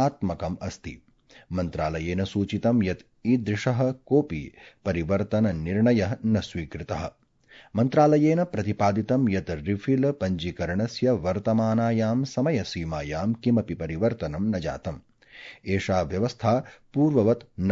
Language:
Sanskrit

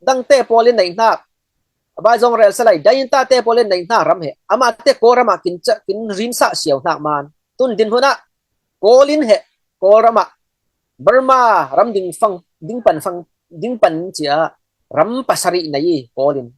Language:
Falam Chin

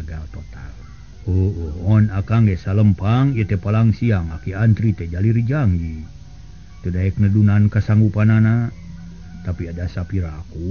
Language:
Sundanese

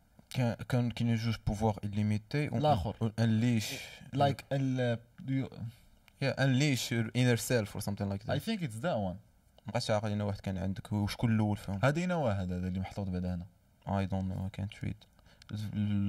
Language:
Moroccan Arabic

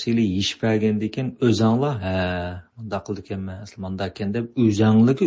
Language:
Uyghur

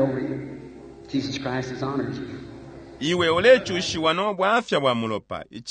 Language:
Bemba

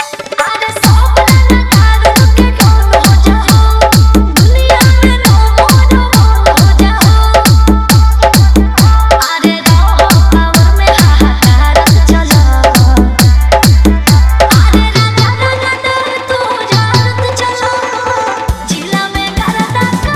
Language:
Bhojpuri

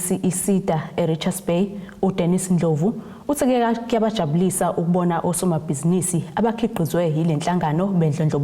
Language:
Zulu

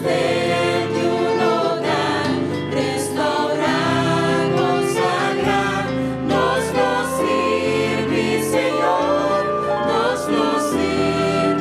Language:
Papiamento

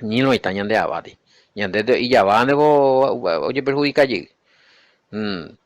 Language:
Guarani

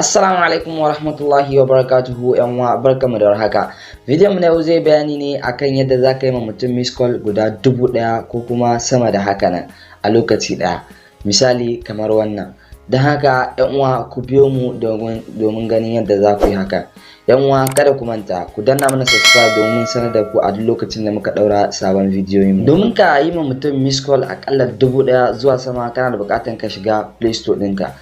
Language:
Hausa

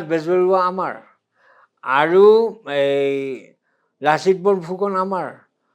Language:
Assamese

